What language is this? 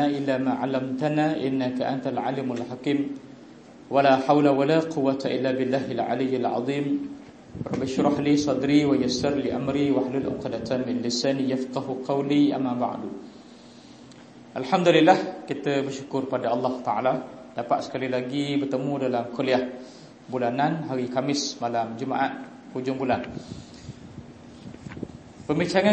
Malay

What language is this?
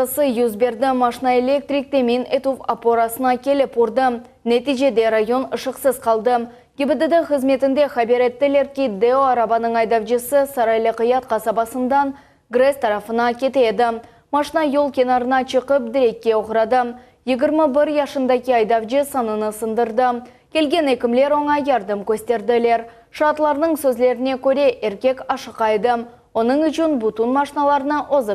Crimean Tatar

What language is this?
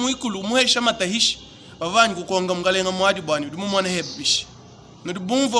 Luba-Lulua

